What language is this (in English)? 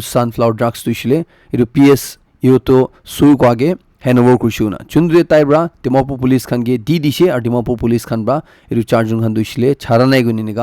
Naga Pidgin